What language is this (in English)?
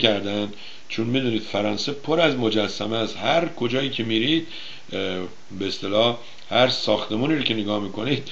Persian